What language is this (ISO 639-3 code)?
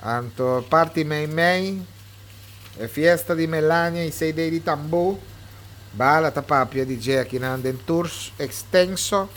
pap